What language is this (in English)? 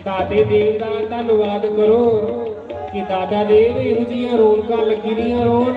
Dogri